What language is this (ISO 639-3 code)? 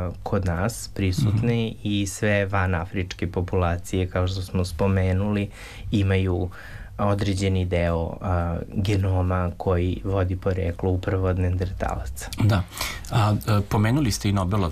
srp